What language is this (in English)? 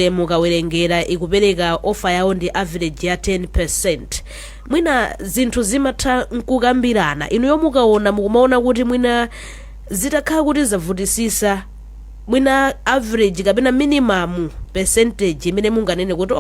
Nyanja